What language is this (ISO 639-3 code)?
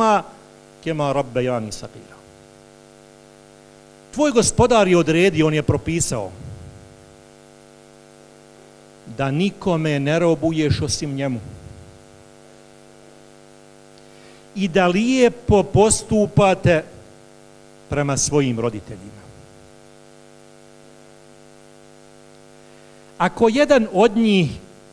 bos